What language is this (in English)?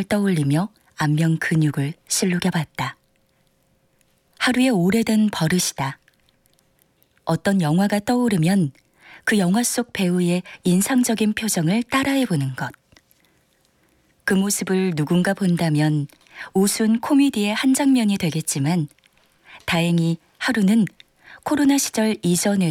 Korean